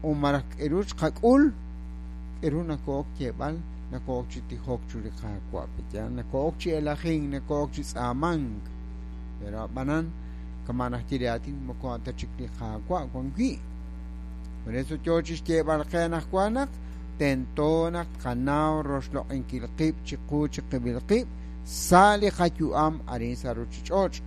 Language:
Kekchí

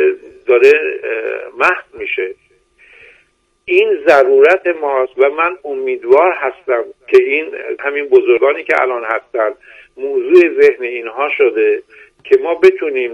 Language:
Persian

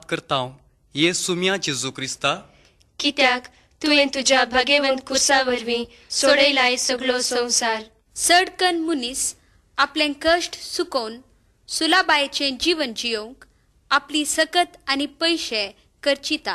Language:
Konkani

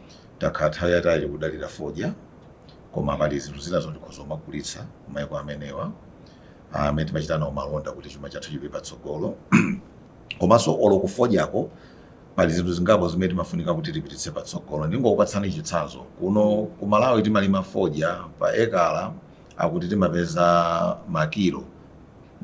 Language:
Nyanja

